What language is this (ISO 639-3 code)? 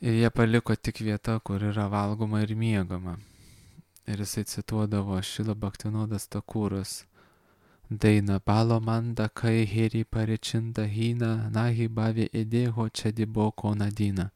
lit